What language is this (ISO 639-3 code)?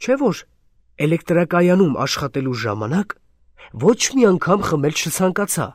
hye